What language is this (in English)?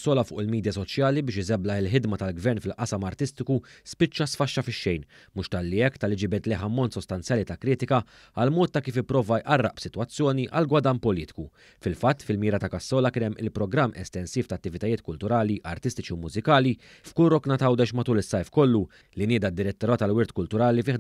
Maltese